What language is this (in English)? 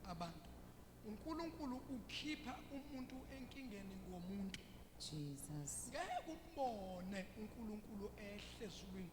Zulu